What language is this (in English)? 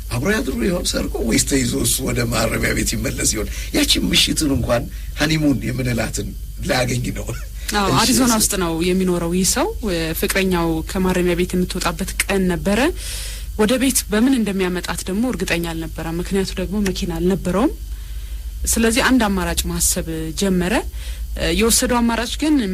Amharic